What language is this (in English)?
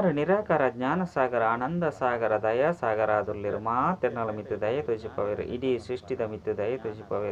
Tulu